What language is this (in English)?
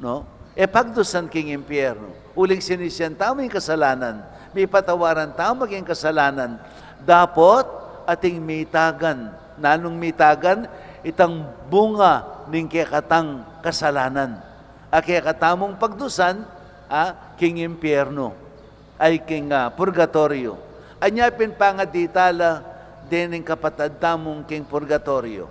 Pampanga